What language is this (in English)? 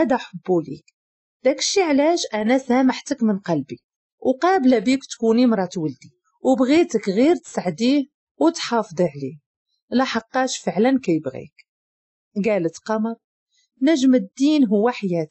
Moroccan Arabic